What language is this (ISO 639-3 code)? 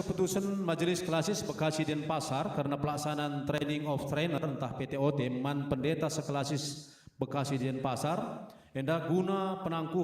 btx